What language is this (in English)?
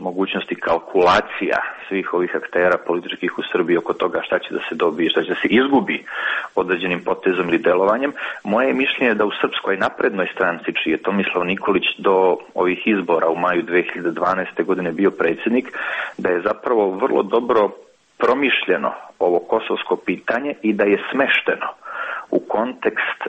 Serbian